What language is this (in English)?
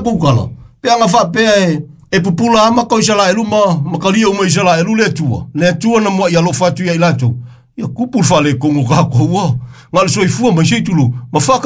Samoan